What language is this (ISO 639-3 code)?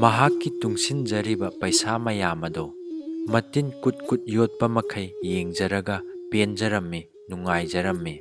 mni